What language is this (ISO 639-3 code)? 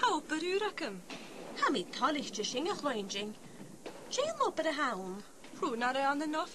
gla